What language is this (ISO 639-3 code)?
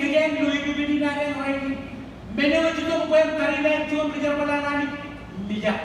mah